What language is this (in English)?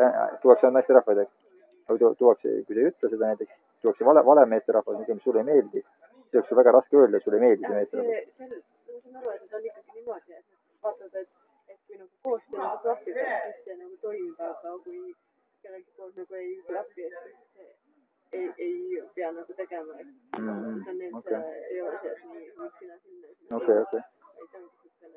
Estonian